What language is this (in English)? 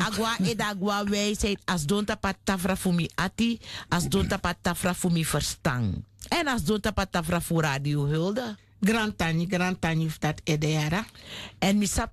Sranan Tongo